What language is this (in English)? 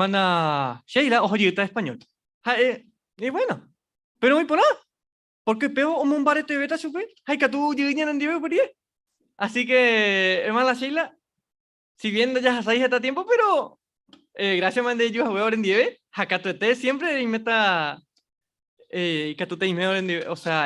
Guarani